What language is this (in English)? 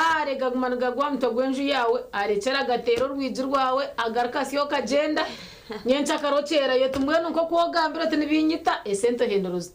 Nyankole